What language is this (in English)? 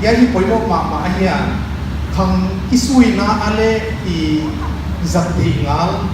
Paite Chin